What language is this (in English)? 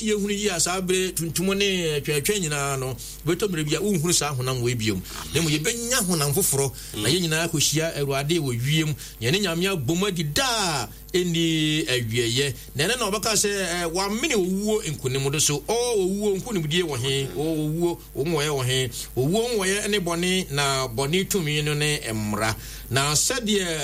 Akan